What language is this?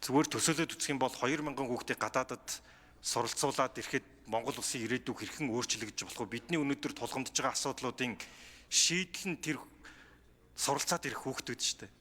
Mongolian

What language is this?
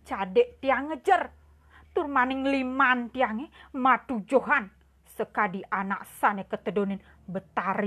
Balinese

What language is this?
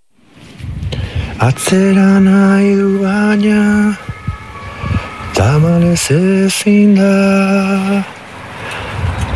Basque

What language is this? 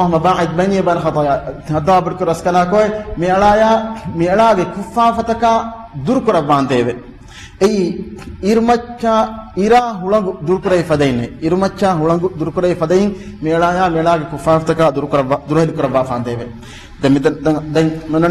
Divehi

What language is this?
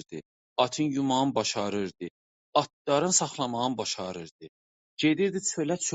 South Azerbaijani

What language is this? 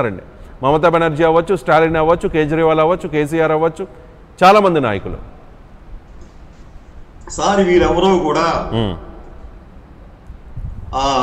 Telugu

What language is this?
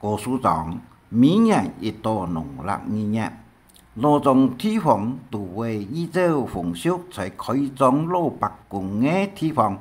Hakka Chinese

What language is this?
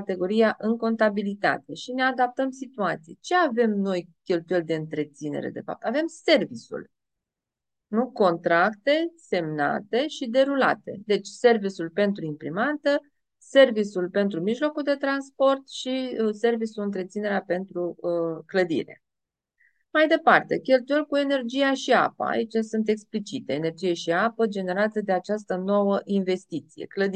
Romanian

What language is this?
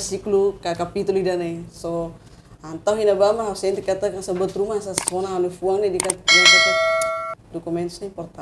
Tetum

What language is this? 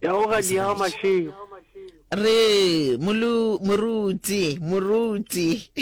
Northern Sotho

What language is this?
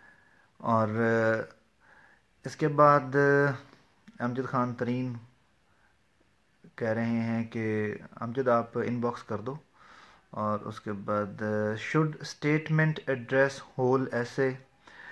Urdu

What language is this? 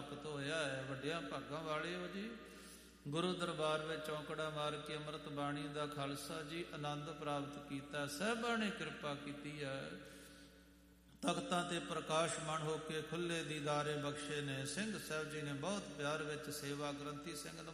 Punjabi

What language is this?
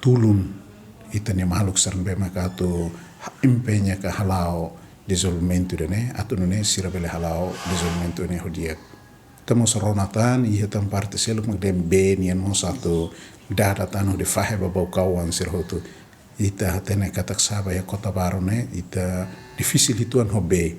Tetum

